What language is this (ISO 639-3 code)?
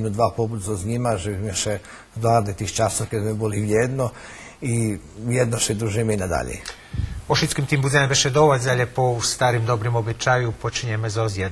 rue